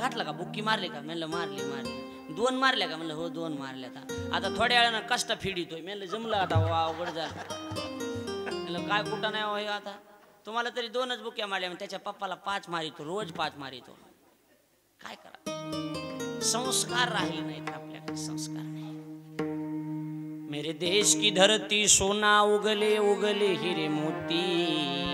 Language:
Marathi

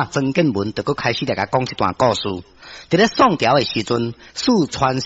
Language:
Min Nan Chinese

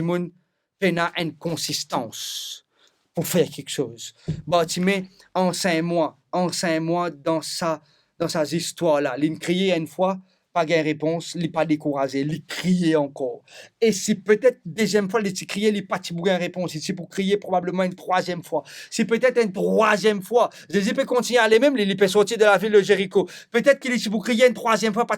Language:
Morisyen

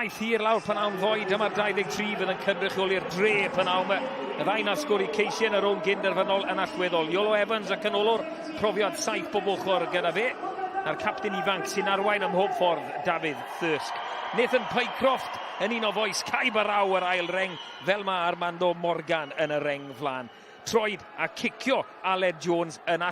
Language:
Welsh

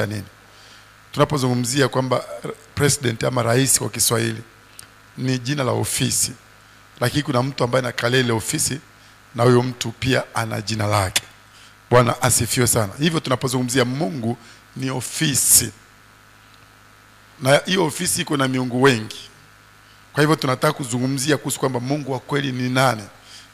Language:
Swahili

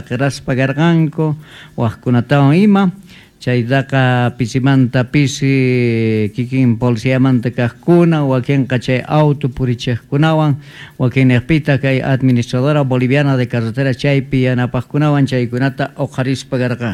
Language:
Quechua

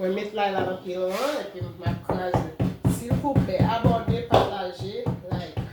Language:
Haitian Creole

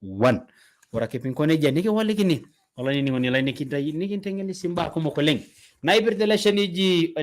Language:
Masai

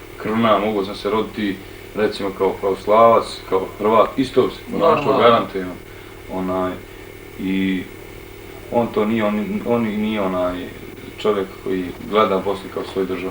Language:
Bosnian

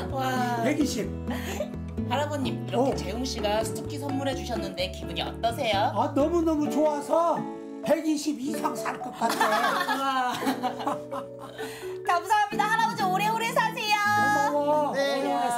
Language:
Korean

